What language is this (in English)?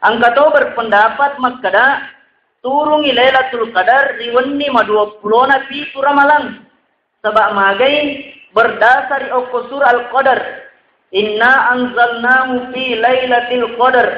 Buginese